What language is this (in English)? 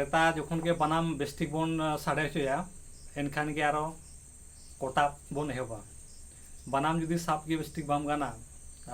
Santali